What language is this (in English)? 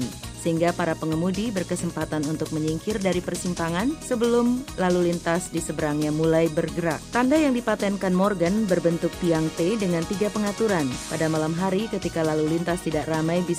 Indonesian